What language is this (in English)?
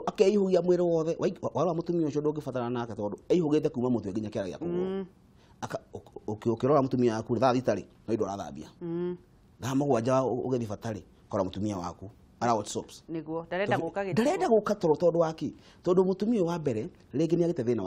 Kikuyu